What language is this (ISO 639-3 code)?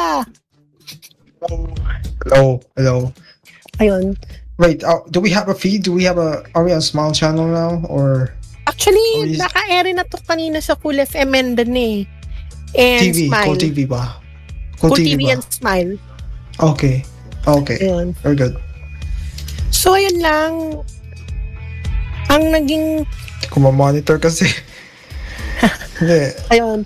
fil